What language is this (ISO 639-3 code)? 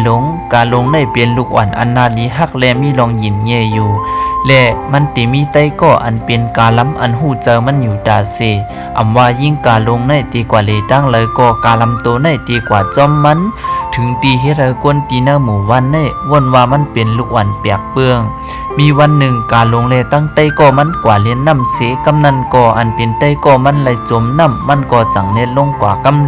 shn